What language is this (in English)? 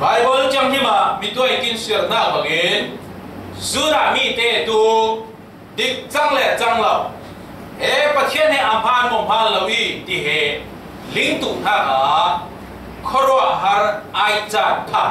Falam Chin